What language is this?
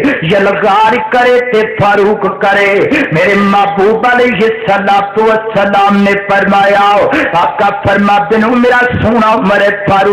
Western Panjabi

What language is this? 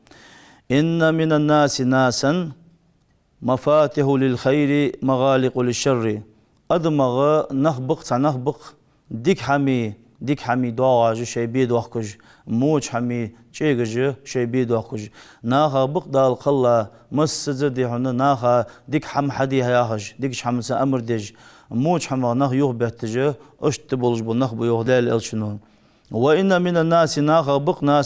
Ingush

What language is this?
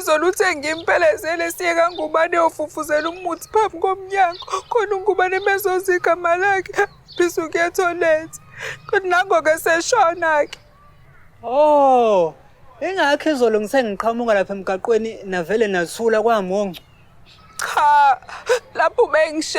Zulu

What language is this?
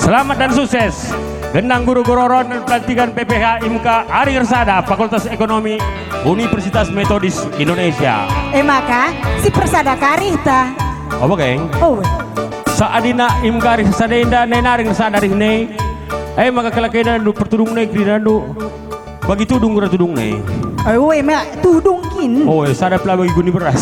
Batak Karo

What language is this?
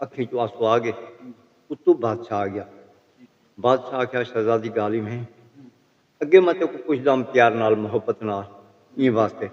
Saraiki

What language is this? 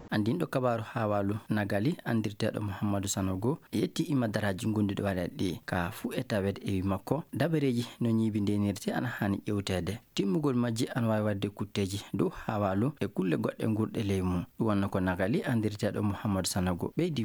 Fula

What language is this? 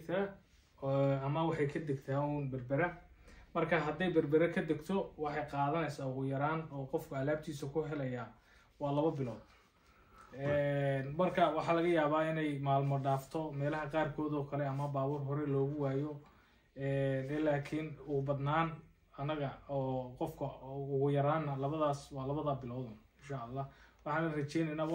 Somali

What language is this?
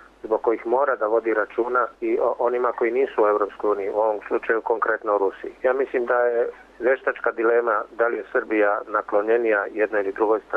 Serbian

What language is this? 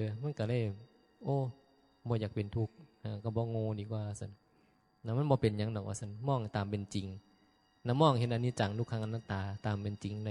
Northeastern Thai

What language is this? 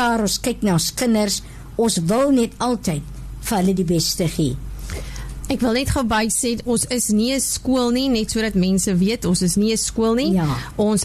Afrikaans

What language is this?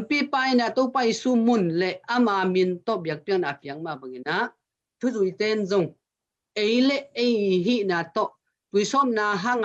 Tedim Chin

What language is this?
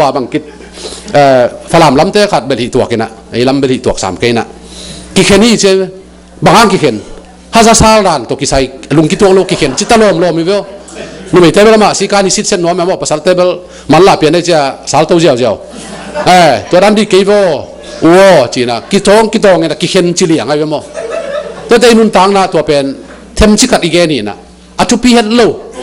Tedim Chin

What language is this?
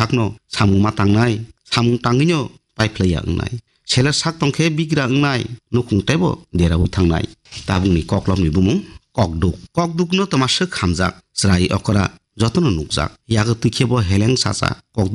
Kok Borok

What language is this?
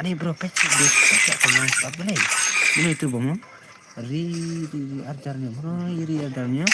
Khasi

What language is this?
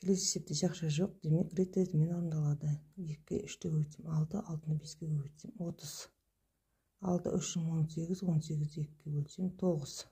Kazakh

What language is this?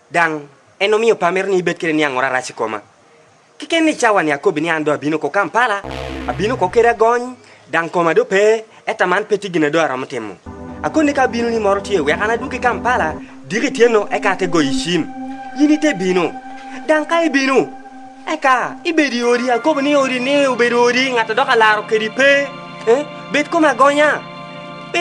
Lango (Uganda)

